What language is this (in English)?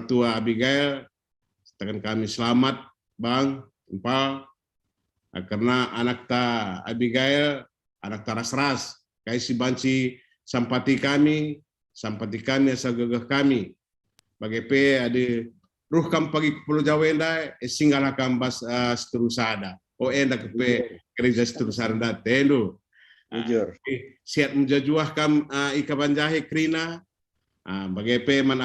Batak Karo